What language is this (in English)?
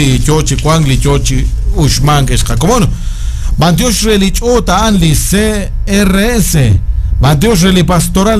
Kekchí